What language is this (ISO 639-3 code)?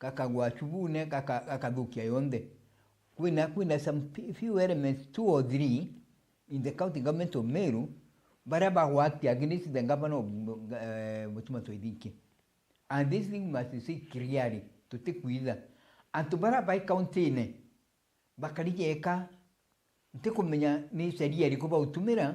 mer